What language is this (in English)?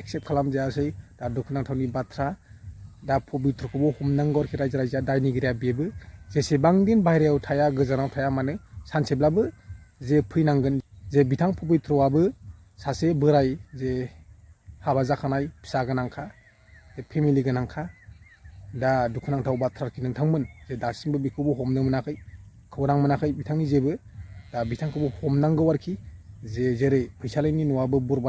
Bodo